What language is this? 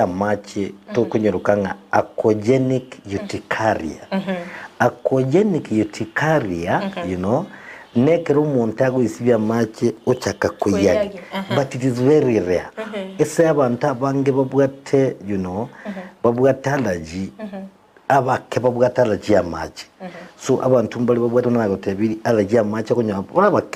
Gusii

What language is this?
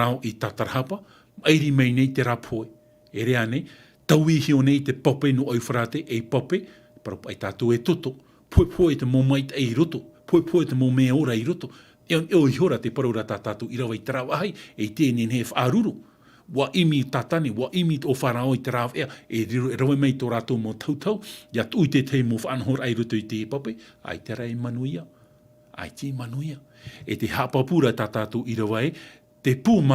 Tahitian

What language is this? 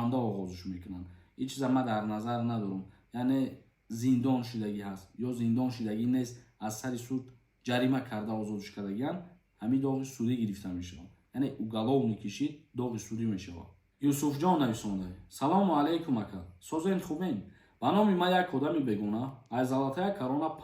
Tajik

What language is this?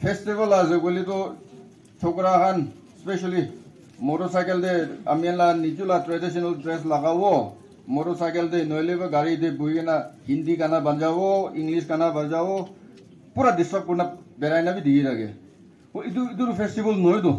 Naga Pidgin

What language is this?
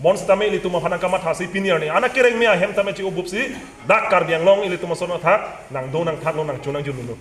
Karbi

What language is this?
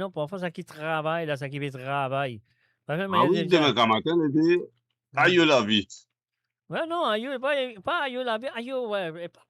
Morisyen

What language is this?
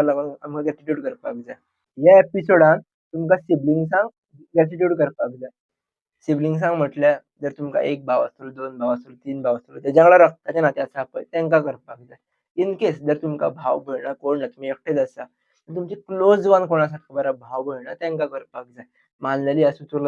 Konkani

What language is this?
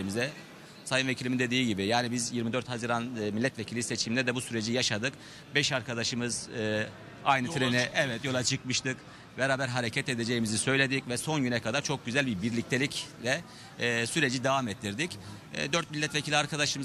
Turkish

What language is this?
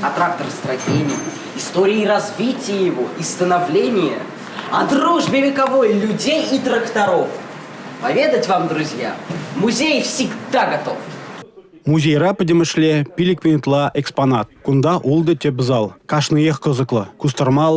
Chuvash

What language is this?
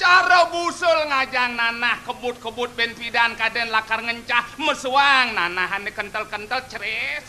Balinese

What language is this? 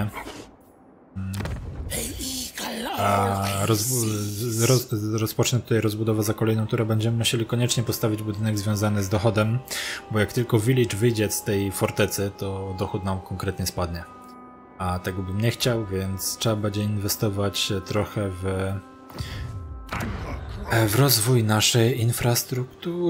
Polish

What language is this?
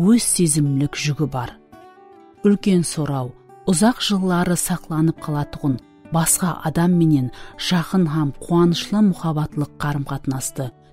Kara-Kalpak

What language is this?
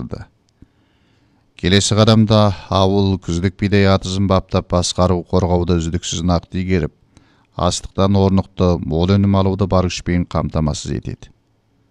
Kazakh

